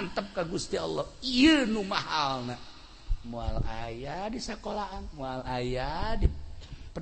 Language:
Sundanese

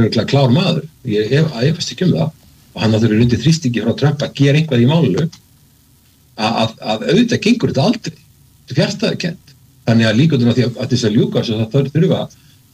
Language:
Icelandic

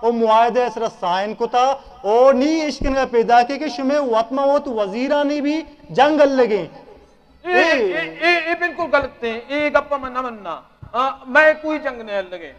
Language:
Eastern Balochi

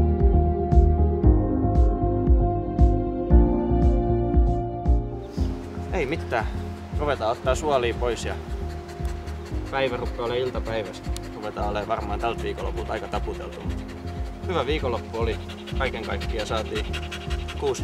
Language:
Finnish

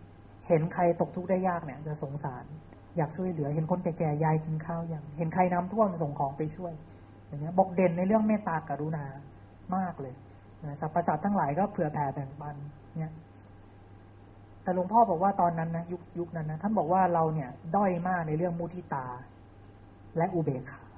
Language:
Thai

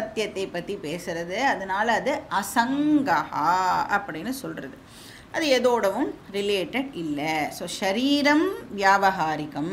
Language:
Tamil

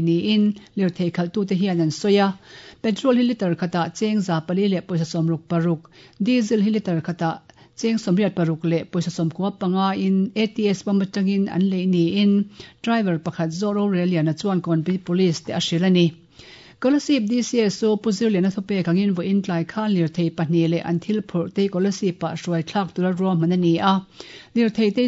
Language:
Mizo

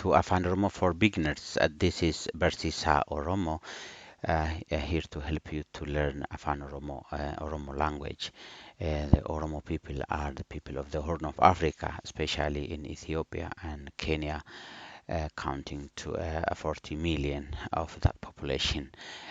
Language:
English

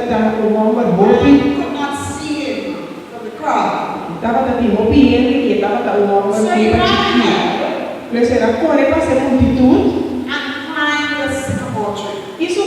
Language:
Papiamento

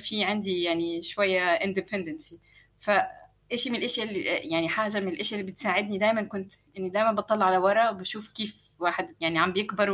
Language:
North Levantine Arabic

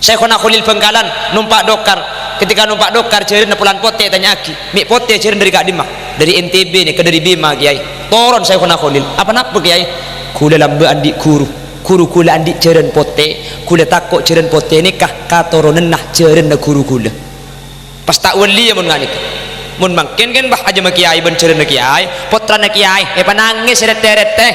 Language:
Madurese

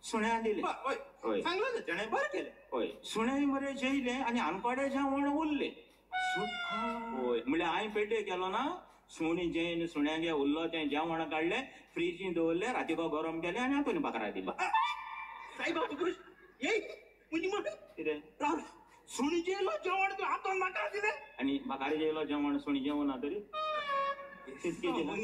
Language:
Konkani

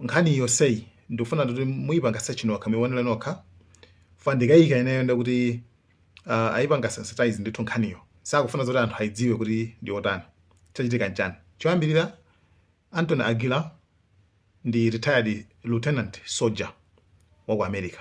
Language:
Nyanja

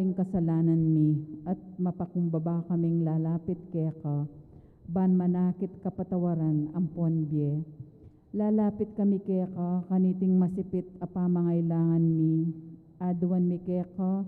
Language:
Pampanga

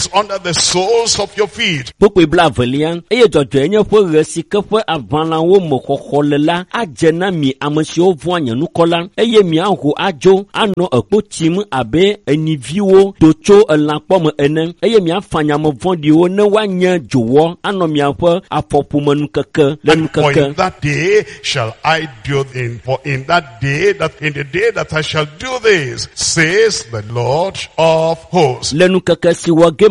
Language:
Ewe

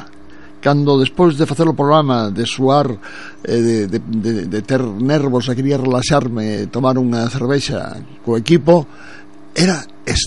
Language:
Galician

